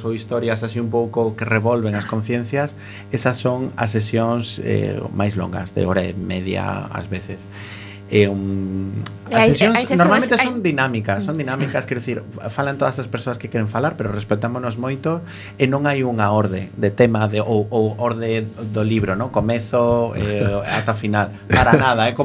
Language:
Galician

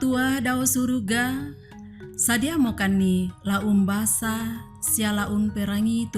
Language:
Toraja-Sa'dan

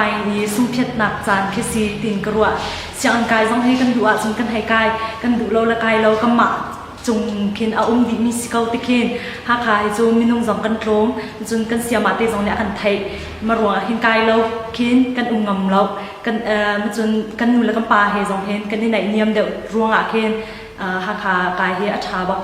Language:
Hakha Chin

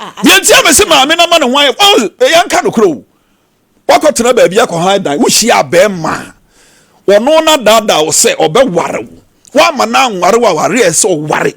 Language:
Akan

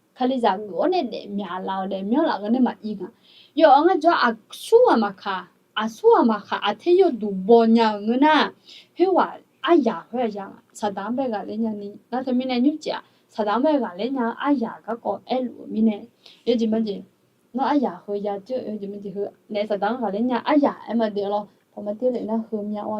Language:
Akha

